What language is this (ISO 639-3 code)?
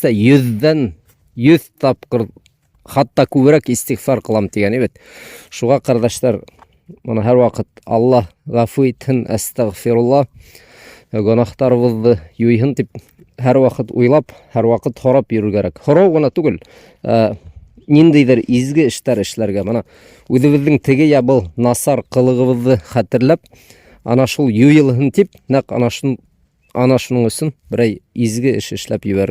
bak